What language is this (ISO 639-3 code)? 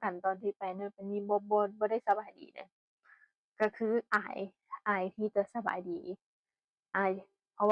tts